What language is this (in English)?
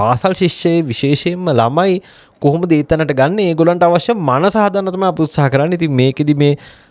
Sinhala